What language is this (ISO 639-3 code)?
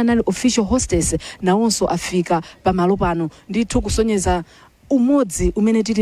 nya